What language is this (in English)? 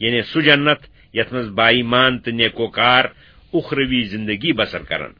Kashmiri